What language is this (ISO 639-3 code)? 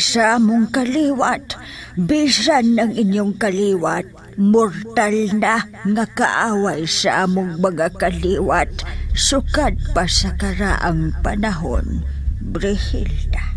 ceb